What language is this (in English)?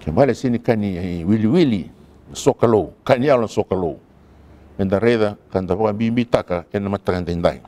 Fijian